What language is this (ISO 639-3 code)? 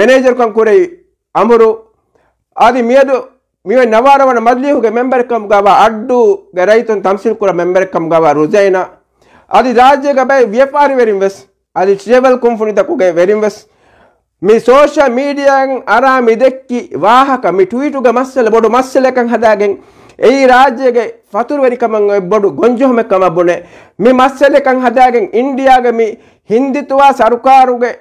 div